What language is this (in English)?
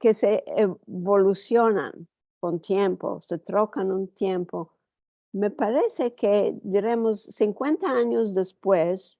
Ladino